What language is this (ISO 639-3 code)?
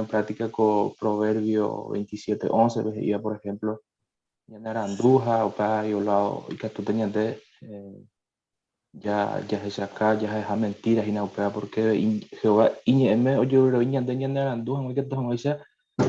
grn